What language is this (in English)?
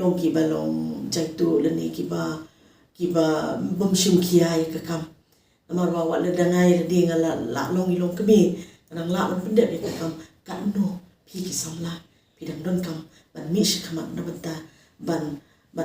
Khasi